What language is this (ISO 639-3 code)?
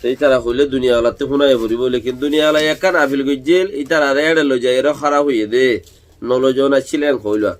rhg